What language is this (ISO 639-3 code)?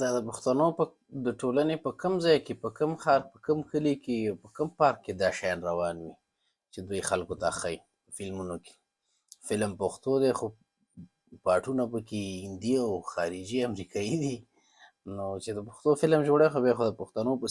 pus